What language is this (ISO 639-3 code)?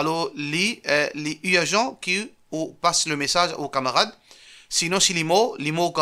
mfe